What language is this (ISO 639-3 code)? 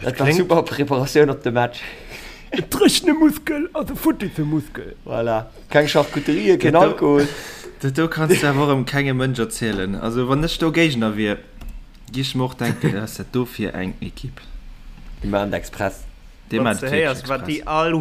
ltz